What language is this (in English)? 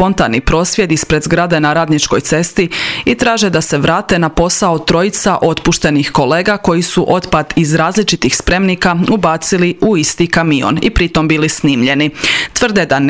Croatian